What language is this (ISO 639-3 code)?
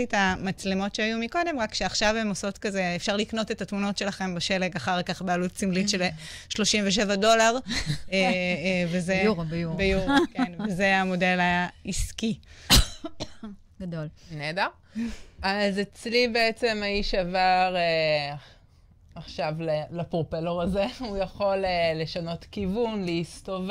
heb